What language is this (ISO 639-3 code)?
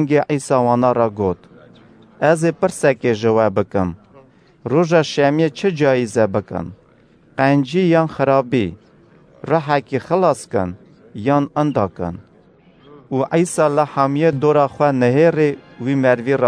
kur